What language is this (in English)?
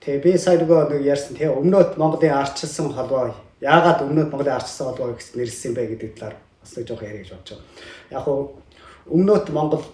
Mongolian